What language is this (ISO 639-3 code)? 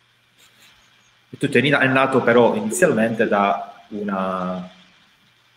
ita